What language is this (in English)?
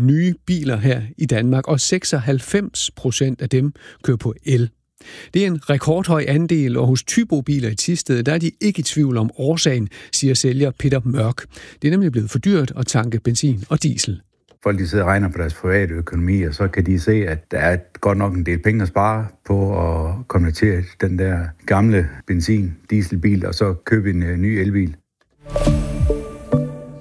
Danish